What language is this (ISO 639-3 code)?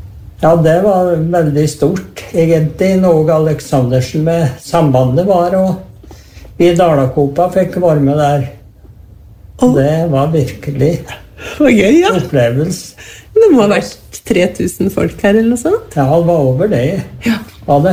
nor